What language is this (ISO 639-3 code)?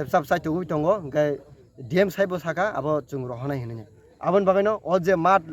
trp